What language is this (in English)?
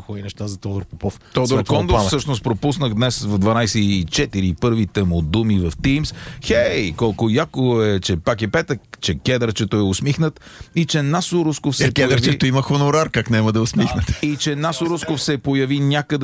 Bulgarian